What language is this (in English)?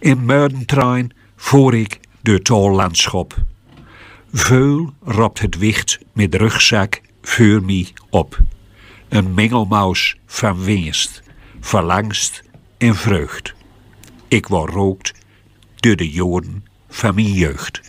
Gronings